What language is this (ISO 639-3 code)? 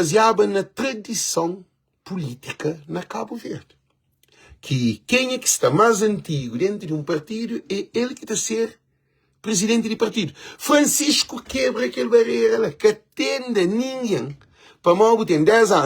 kea